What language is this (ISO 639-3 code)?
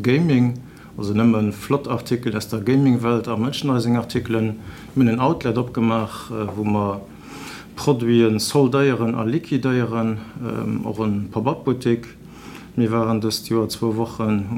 ltz